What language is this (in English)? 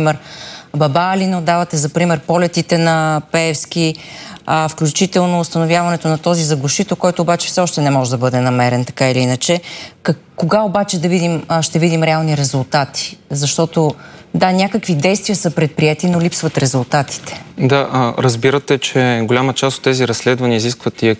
Bulgarian